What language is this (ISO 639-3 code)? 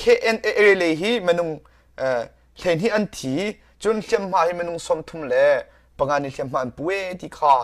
cnh